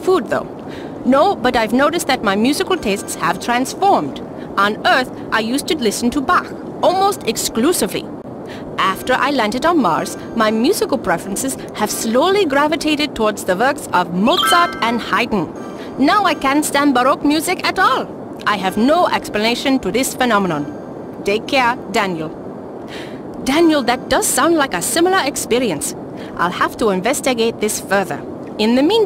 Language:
English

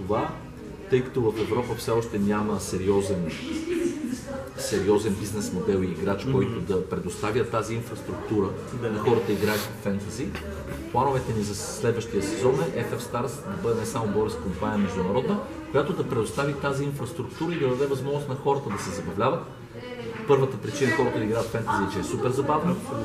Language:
Bulgarian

